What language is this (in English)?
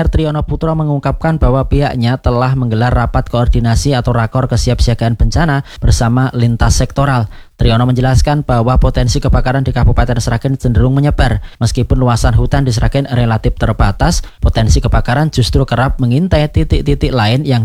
Indonesian